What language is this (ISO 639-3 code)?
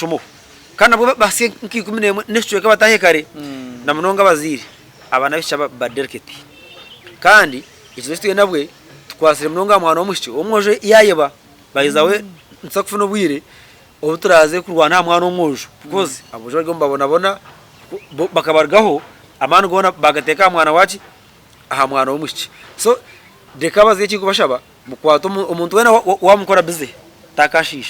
nyn